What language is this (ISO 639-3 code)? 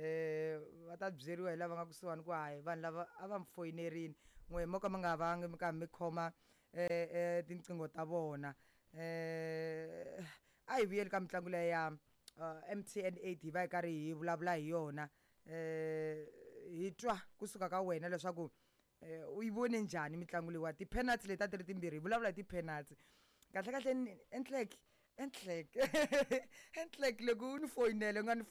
tso